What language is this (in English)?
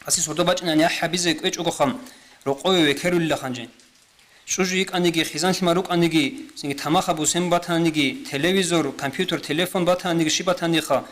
Avaric